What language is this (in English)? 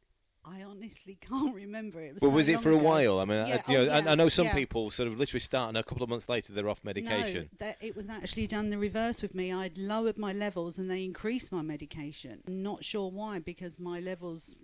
English